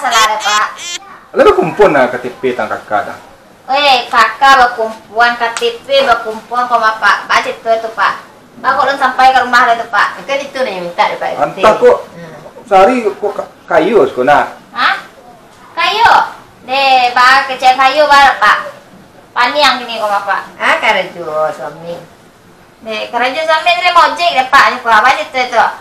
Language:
Minangkabau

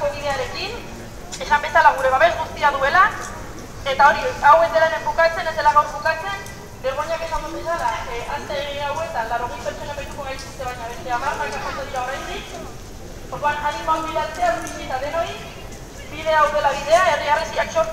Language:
Basque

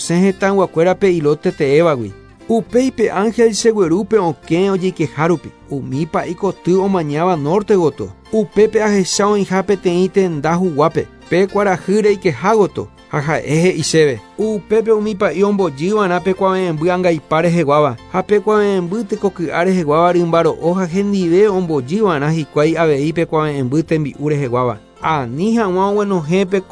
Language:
Guarani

